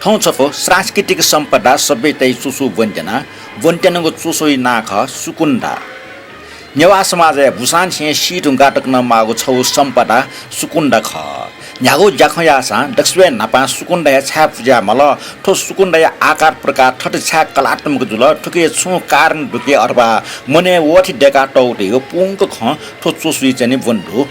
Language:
Newari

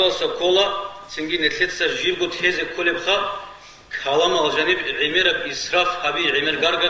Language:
Avaric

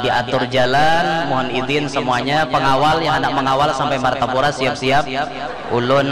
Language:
Banjar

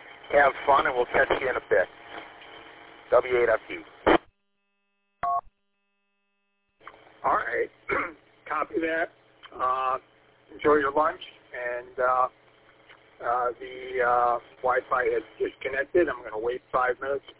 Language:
English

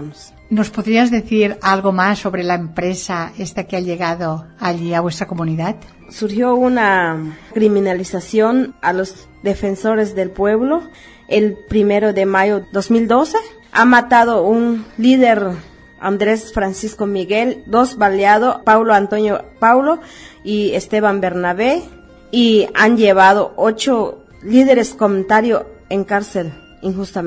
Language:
Spanish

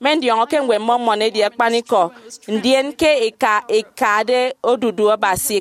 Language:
Efik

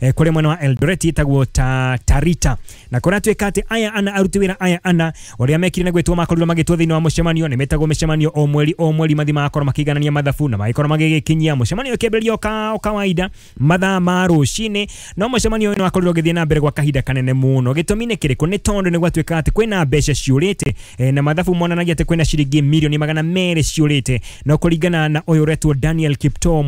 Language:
Kikuyu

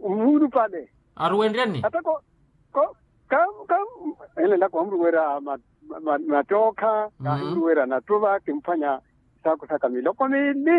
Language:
Makhuwa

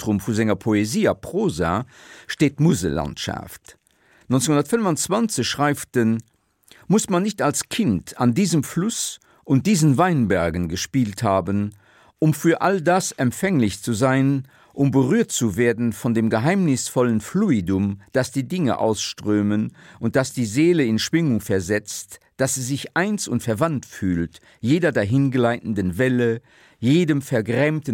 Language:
Luxembourgish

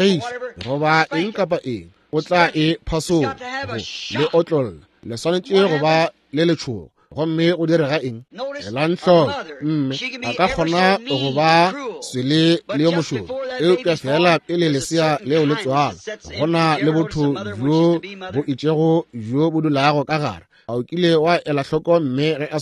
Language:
Northern Sotho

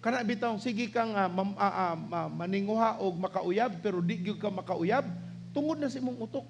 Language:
Cebuano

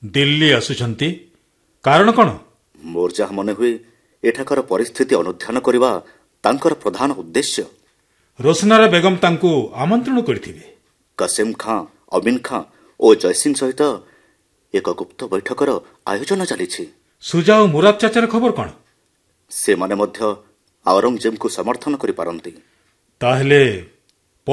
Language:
Odia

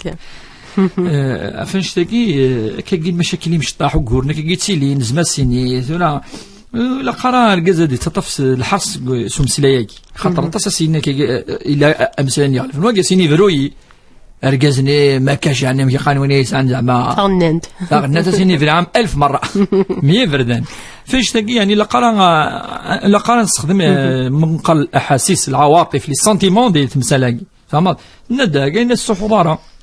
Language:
Kabyle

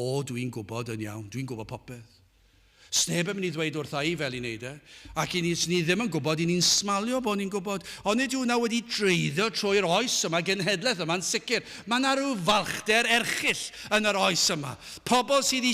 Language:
Welsh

